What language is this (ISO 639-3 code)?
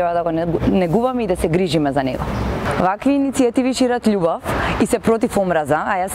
mkd